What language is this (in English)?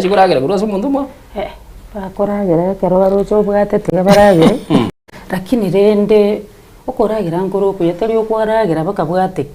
Gusii